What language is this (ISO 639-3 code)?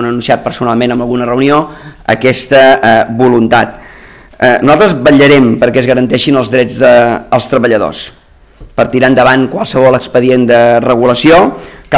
cat